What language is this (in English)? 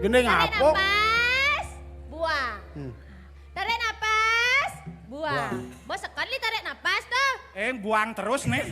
Balinese